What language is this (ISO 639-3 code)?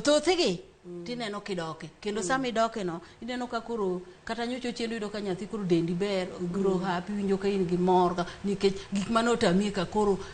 luo